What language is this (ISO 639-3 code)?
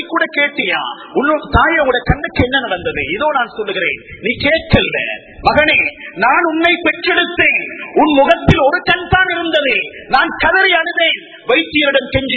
tam